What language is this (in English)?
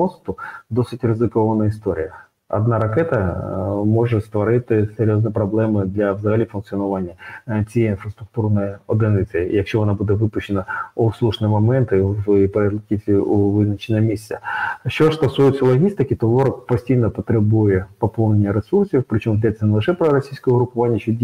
Ukrainian